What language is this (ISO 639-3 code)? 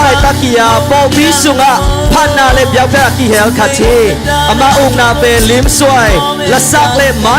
ctd